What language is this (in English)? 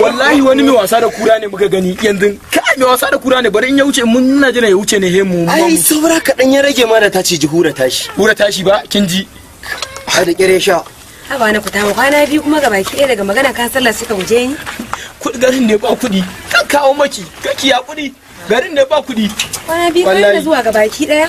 Hausa